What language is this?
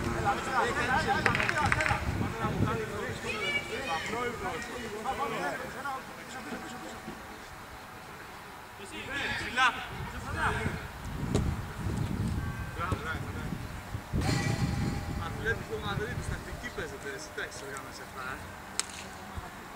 Greek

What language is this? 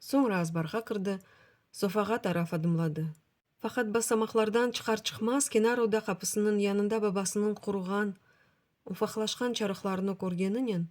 Crimean Tatar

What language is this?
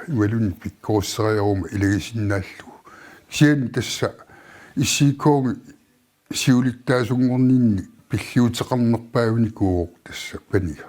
Kalaallisut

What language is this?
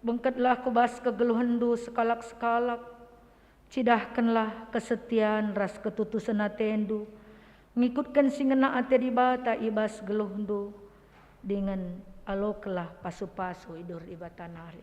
Batak Karo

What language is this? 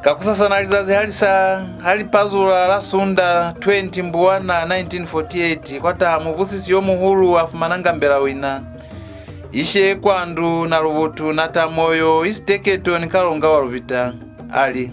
Lozi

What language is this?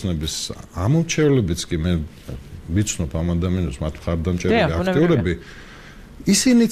Georgian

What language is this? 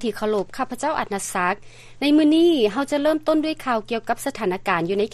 Lao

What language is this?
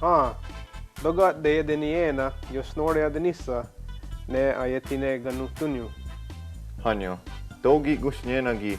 Mohawk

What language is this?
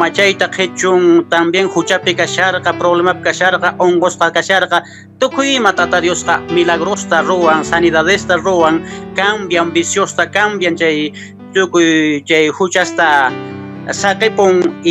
Quechua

